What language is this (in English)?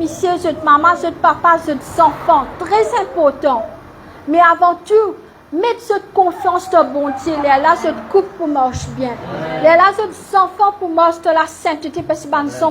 Morisyen